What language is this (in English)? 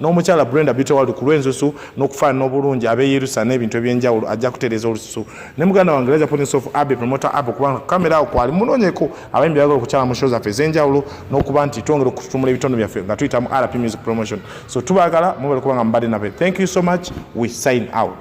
Ganda